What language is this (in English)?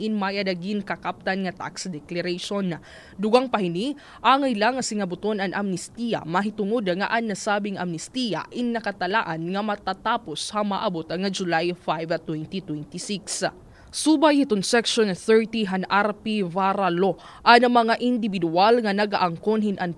Waray